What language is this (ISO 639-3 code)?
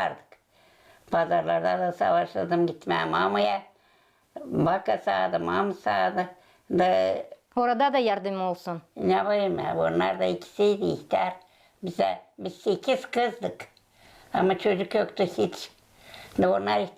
gag